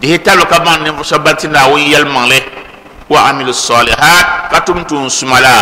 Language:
Dagbani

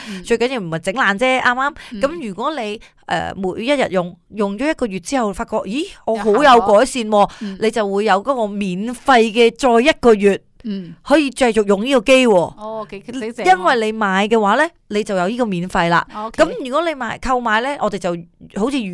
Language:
Cantonese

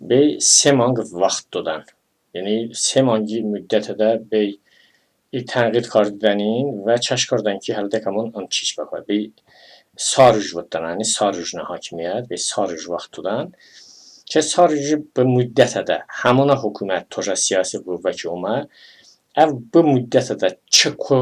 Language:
Talysh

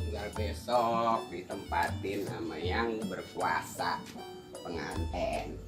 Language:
Betawi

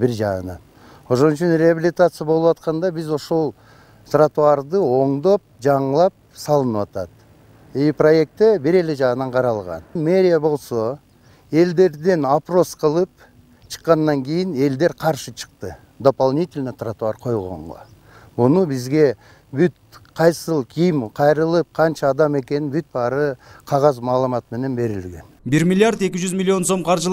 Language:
Kyrgyz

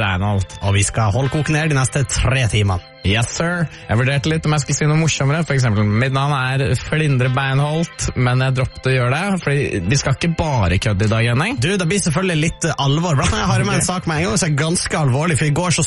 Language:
Norwegian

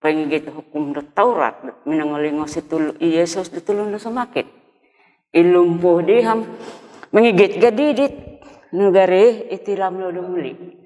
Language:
Central Dusun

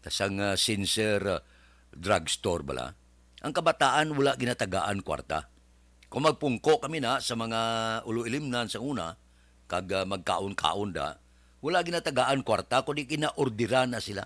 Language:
Hiligaynon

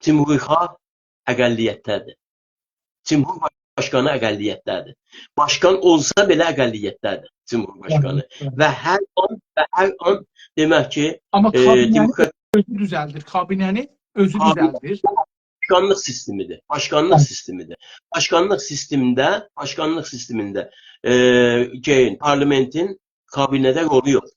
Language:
South Azerbaijani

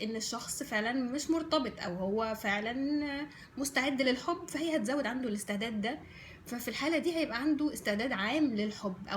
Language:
Egyptian Arabic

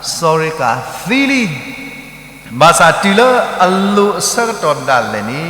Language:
S'gaw Karen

